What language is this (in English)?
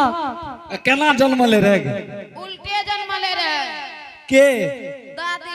Angika